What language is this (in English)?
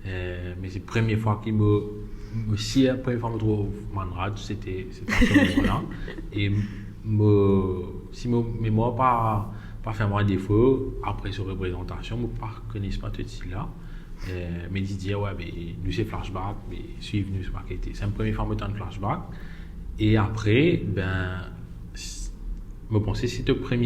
Morisyen